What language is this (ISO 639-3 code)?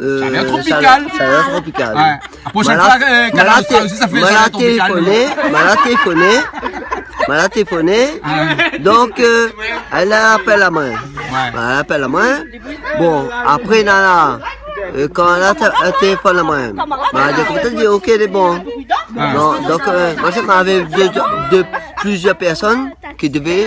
rcf